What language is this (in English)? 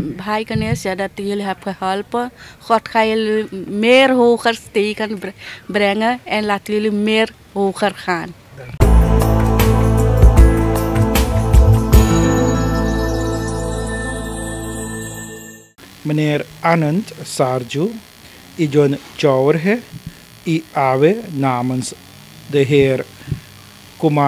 Dutch